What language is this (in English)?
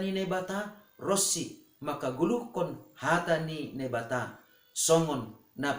Batak Simalungun